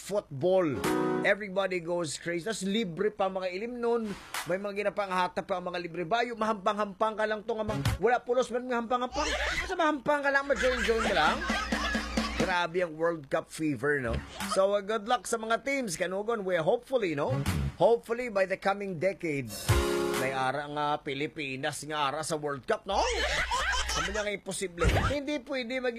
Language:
Hiligaynon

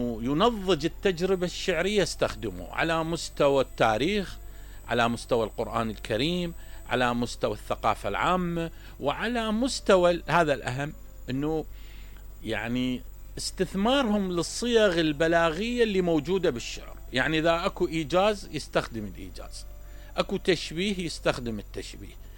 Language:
Mesopotamian Arabic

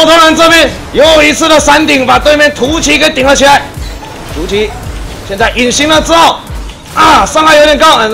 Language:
Chinese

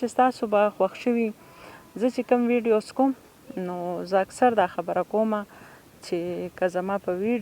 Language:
Pashto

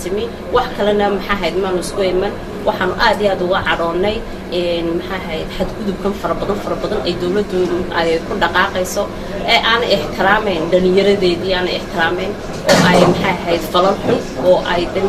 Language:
Somali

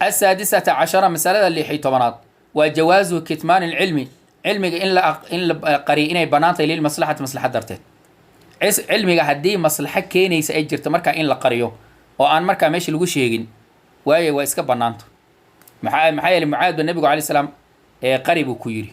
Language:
Somali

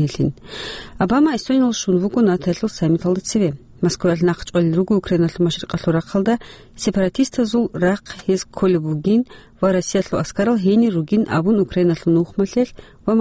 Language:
Avaric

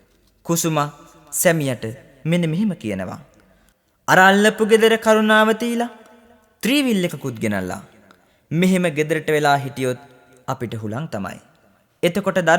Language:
Sinhala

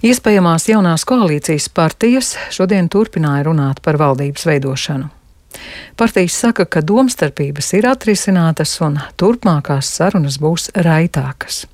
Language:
Latvian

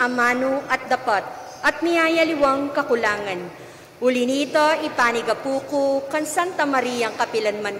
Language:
Pampanga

